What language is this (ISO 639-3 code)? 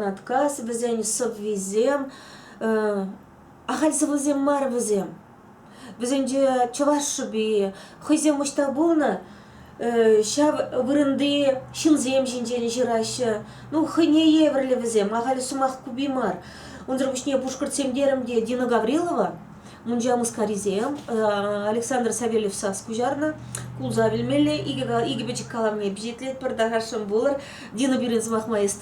chv